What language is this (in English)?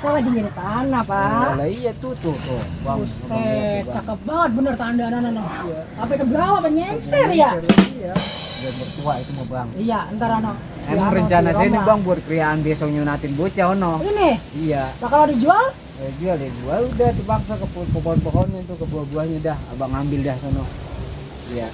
Betawi